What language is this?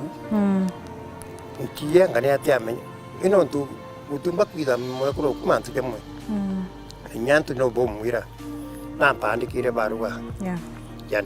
Meru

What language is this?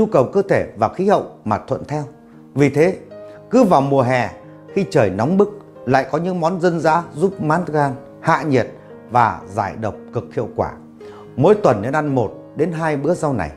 Vietnamese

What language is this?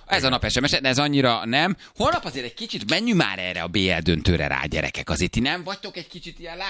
Hungarian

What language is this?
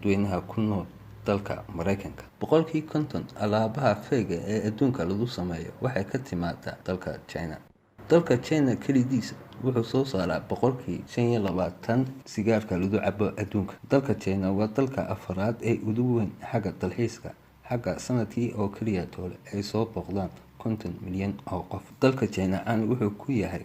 Somali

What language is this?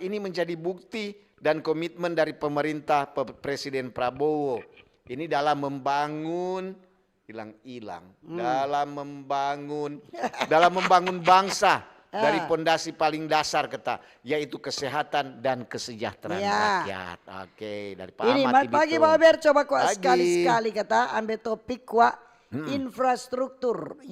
Manado Malay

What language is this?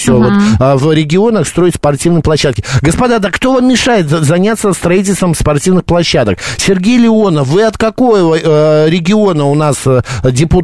Russian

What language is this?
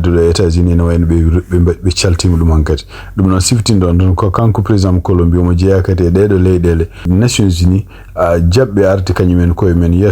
Fula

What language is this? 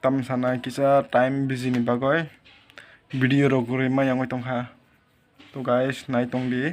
Kok Borok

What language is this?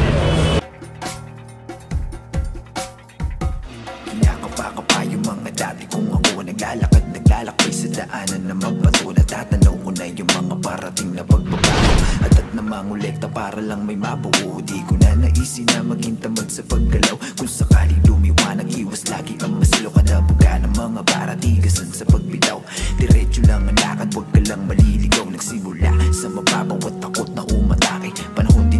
Filipino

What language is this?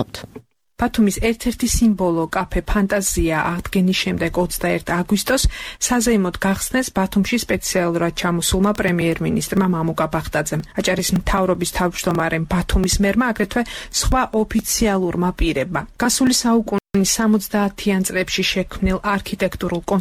Georgian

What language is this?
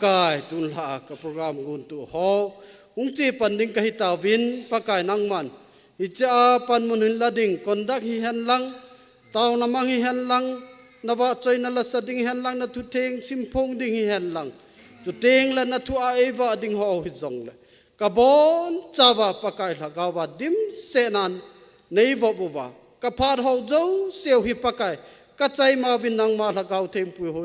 Thado Chin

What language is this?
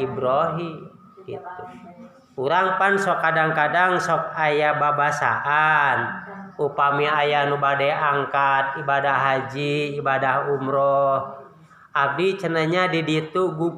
Sundanese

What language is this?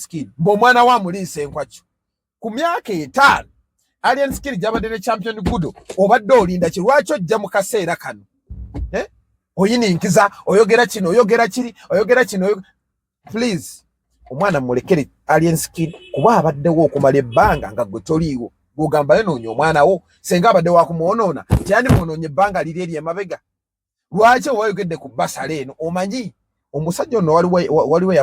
Ganda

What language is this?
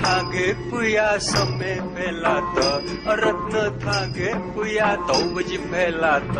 Newari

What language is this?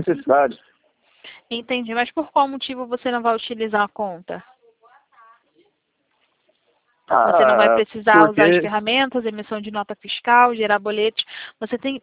Portuguese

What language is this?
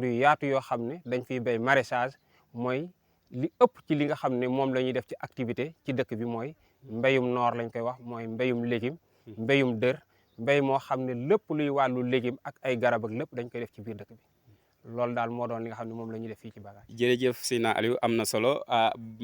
Wolof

